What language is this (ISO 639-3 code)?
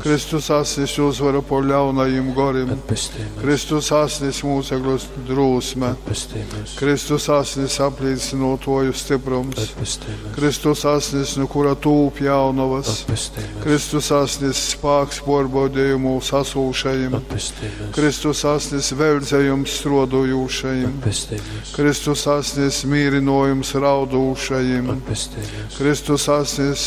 ltg